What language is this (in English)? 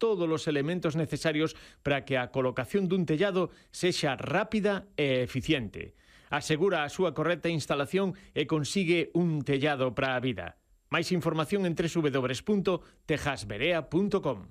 Galician